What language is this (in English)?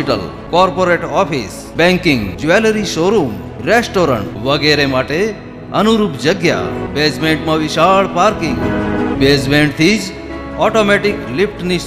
Gujarati